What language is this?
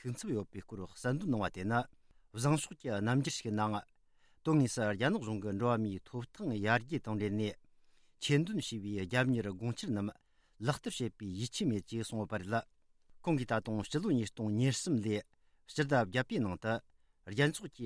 Tibetan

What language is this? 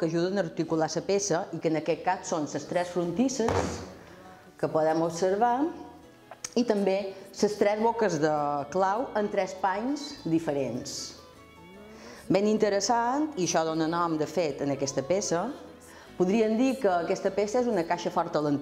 Catalan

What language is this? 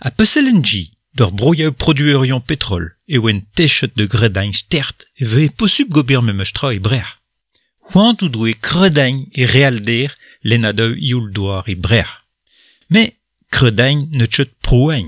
Breton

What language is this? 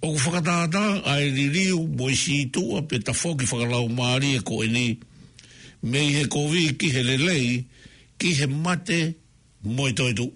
Tongan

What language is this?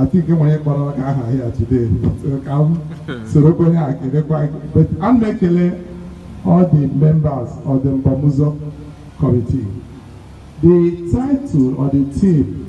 Igbo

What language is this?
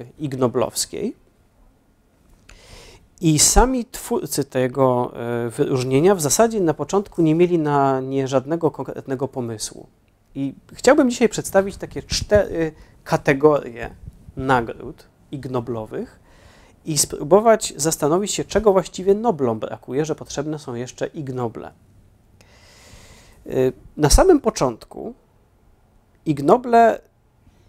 Polish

